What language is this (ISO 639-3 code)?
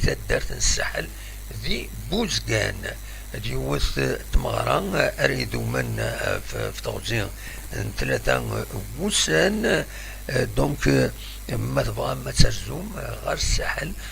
kab